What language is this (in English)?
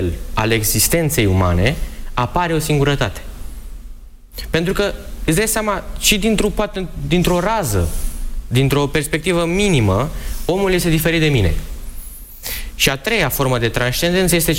Romanian